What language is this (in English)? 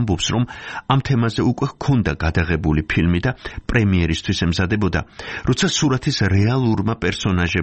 Georgian